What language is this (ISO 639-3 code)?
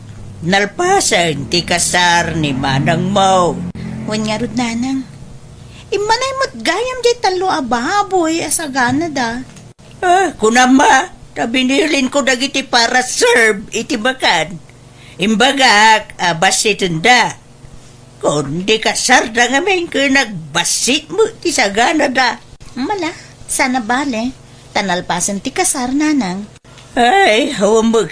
ilo